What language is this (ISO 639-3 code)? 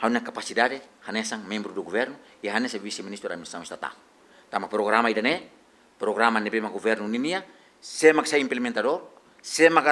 tet